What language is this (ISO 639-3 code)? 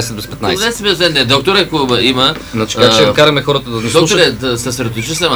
bul